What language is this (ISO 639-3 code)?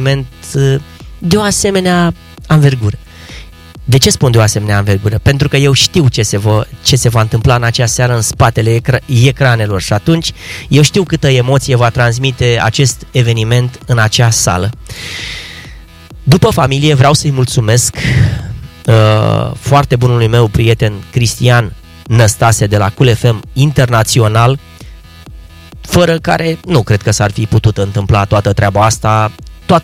ron